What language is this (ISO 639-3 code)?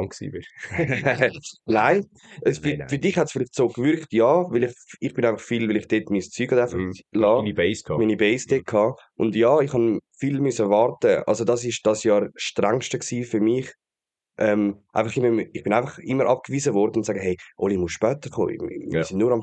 gsw